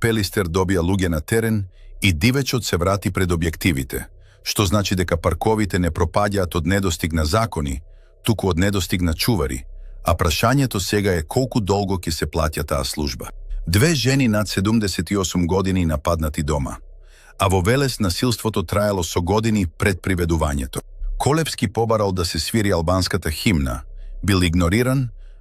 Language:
Macedonian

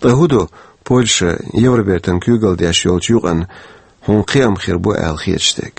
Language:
Chechen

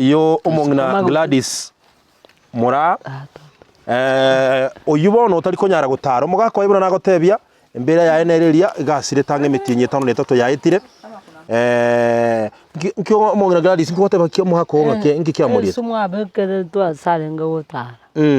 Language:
Gusii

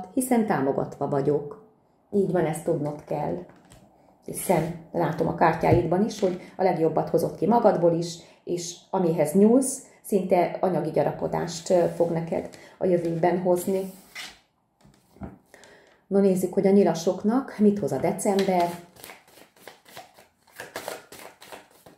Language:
Hungarian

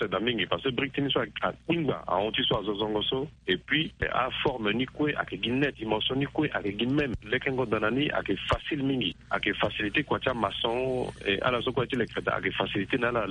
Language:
Sango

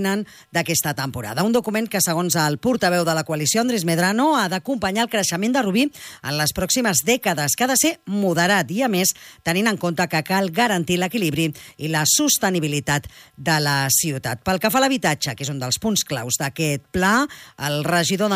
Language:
Catalan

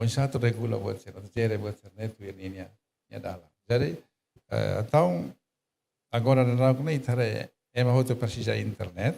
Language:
Tetum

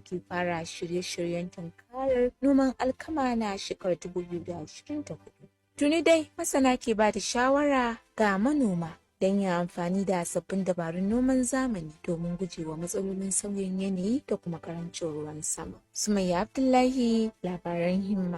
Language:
Hausa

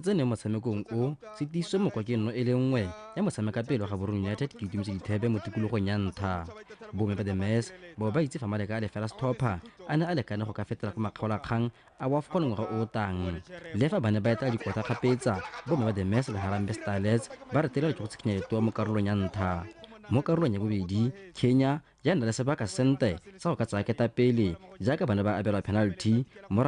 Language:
Tswana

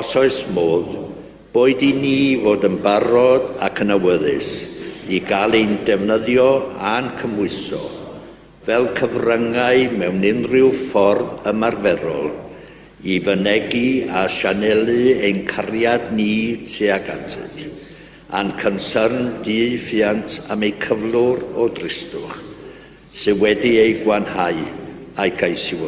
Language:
Welsh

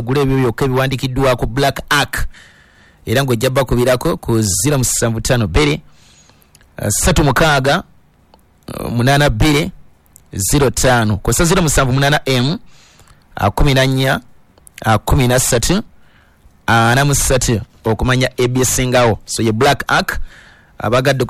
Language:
Ganda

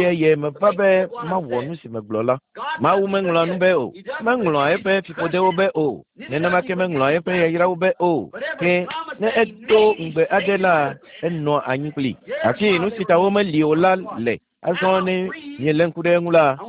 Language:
Ewe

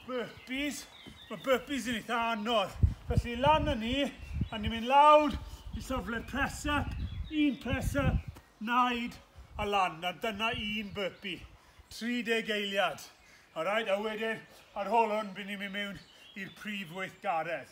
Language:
Welsh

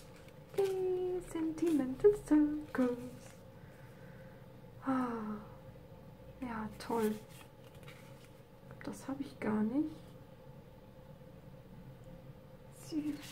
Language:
German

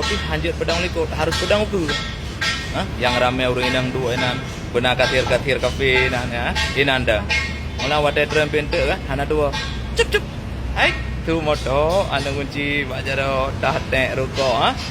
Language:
Achinese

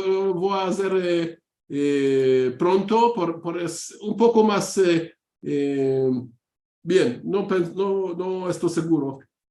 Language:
Ladino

